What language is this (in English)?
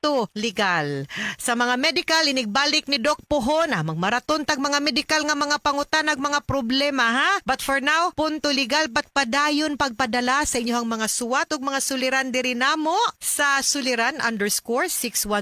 Cebuano